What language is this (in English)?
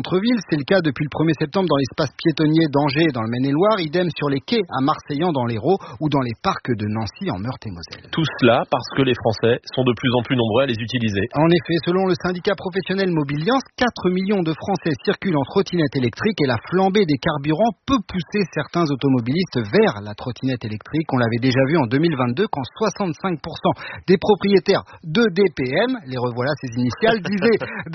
French